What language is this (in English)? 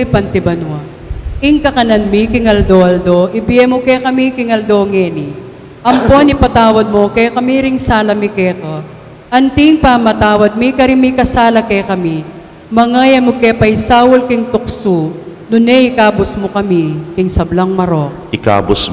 Pampanga